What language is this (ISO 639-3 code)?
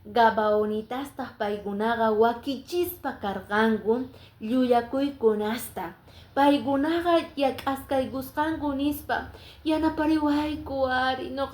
que